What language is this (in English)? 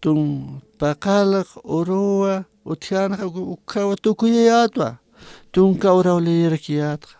Aymara